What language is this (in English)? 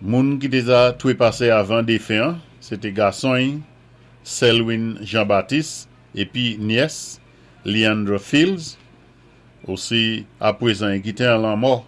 Saint Lucian Creole French